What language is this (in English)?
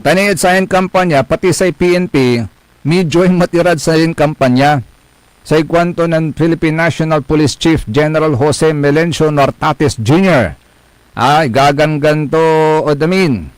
Pangasinan